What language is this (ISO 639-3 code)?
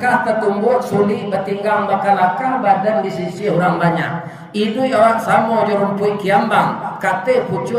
min